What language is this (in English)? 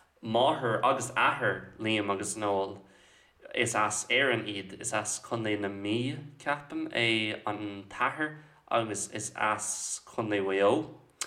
Irish